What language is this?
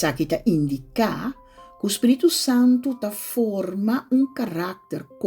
Papiamento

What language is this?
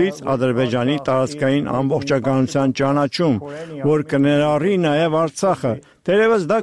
Armenian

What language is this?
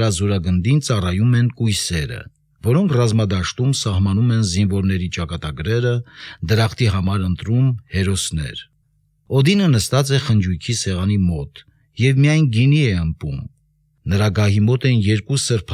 Armenian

